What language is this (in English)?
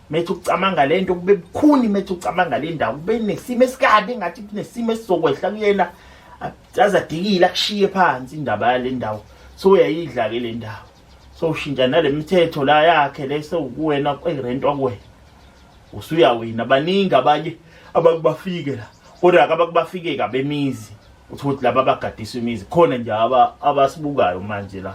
Zulu